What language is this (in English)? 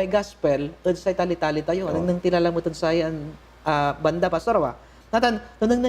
Pangasinan